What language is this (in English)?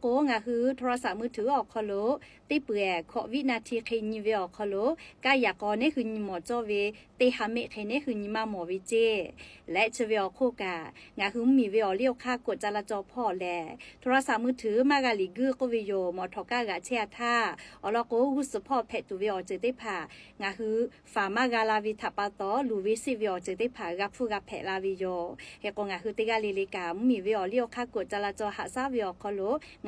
Lahu